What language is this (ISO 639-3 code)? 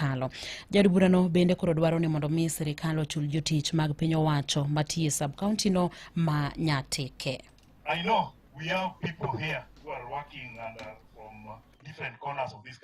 luo